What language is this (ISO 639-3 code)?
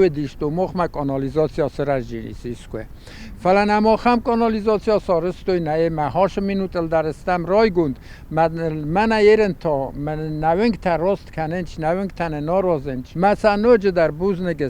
oss